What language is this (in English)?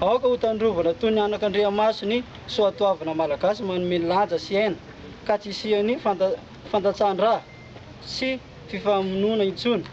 Malagasy